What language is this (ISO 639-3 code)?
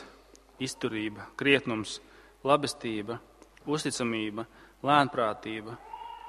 lav